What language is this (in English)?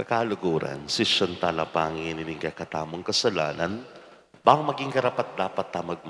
Pampanga